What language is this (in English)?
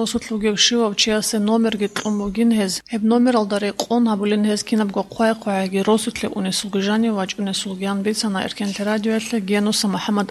Avaric